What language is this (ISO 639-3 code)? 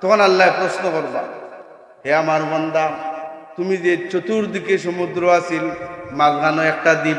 syl